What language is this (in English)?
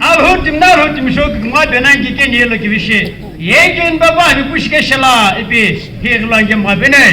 Naga Pidgin